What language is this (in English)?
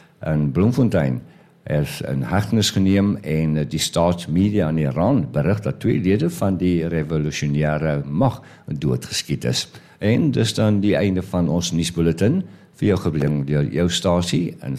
Afrikaans